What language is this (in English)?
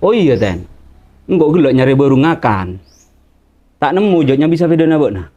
Madurese